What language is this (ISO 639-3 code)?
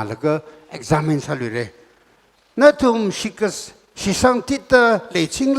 nmf